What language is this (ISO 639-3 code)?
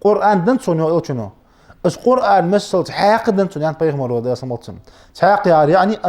inh